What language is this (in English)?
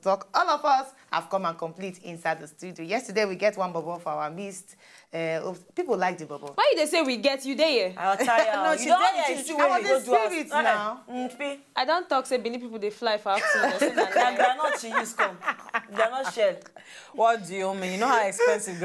Nigerian Pidgin